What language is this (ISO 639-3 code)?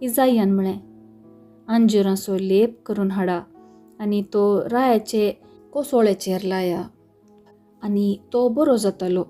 kok